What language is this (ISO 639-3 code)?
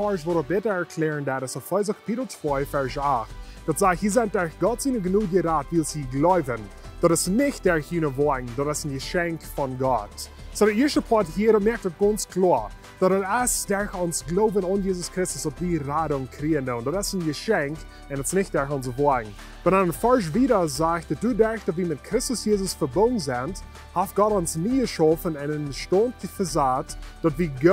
pdt